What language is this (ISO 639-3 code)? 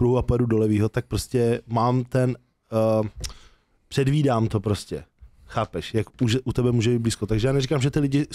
ces